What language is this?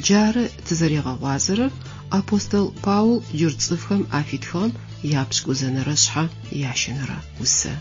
Adyghe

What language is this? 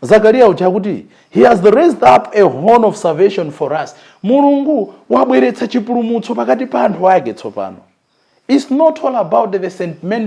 Nyanja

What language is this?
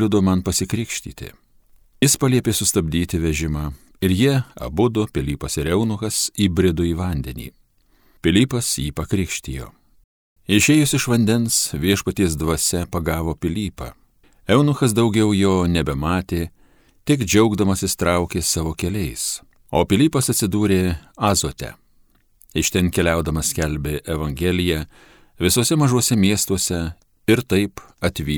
Lithuanian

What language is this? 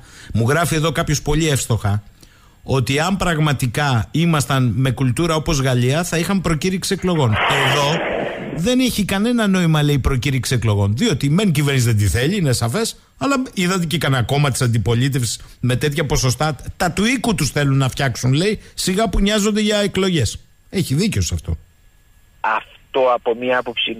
Greek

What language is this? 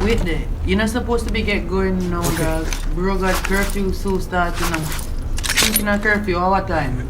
Jamaican Creole English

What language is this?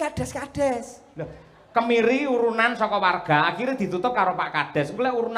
Javanese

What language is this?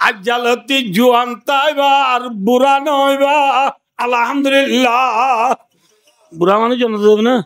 Rohingya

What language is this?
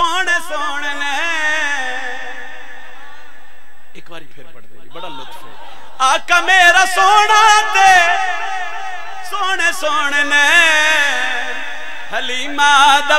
Saraiki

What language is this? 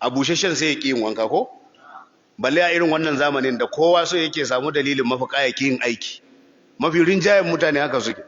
Hausa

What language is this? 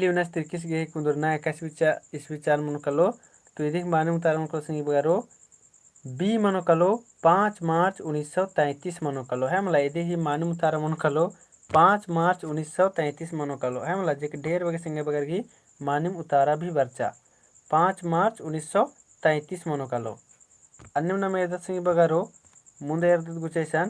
Kurukh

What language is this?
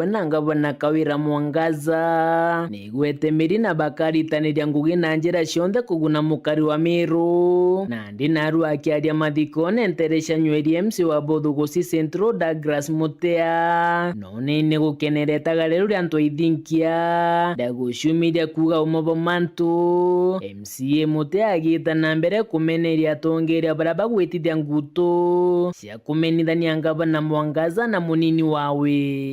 Meru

